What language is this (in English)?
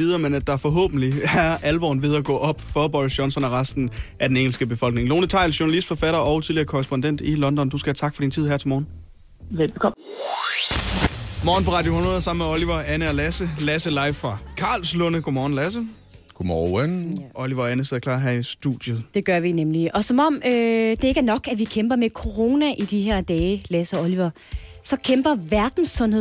Danish